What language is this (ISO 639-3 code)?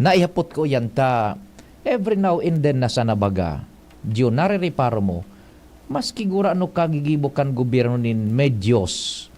bik